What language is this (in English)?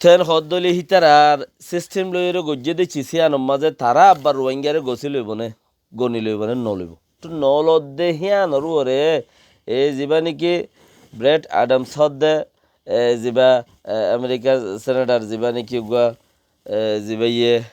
Rohingya